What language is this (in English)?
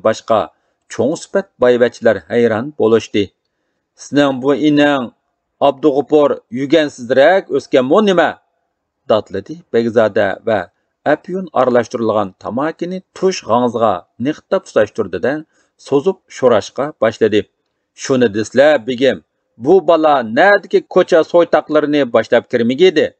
Uyghur